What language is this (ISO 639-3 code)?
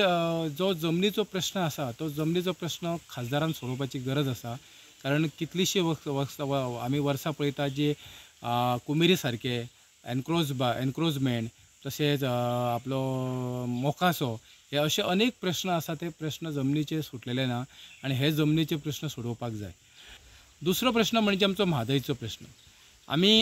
kok